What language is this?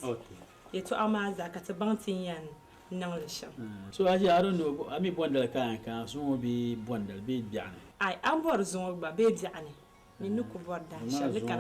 Dagbani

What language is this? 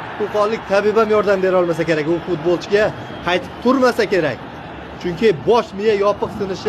Uzbek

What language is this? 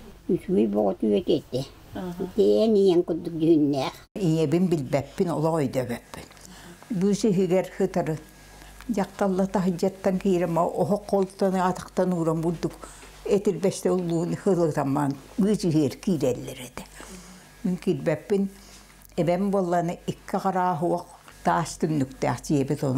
Yakut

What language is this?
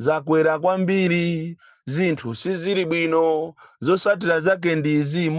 Nyanja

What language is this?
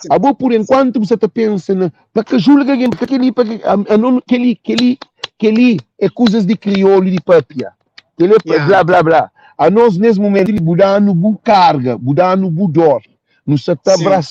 Kabuverdianu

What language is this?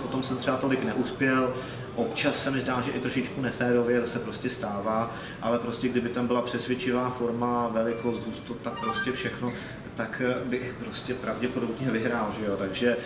Czech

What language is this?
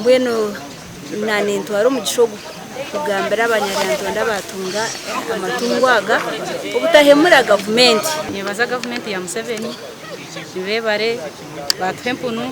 Nyankole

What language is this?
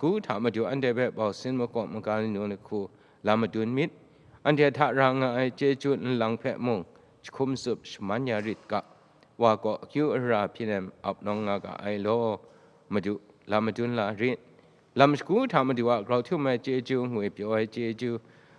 Kachin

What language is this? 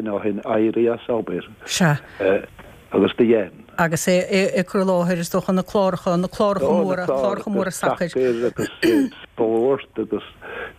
Irish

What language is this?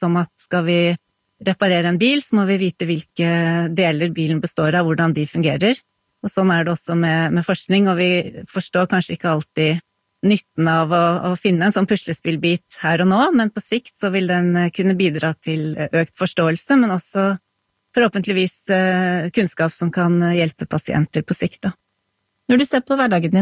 Norwegian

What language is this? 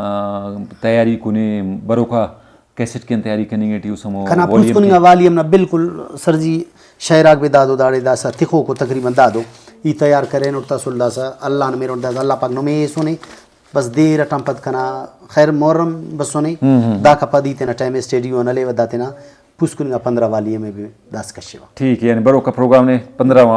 Brahui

